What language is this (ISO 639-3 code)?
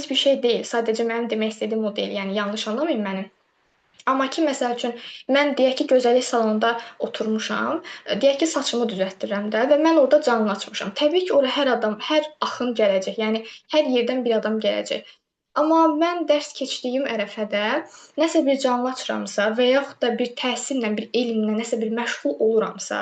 aze